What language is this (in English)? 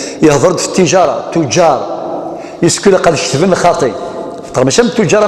Kabyle